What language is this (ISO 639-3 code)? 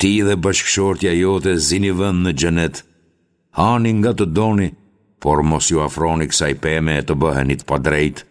sqi